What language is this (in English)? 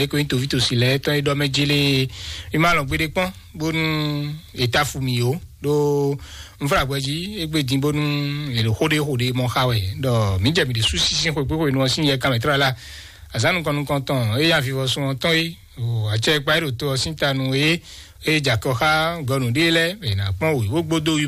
Fon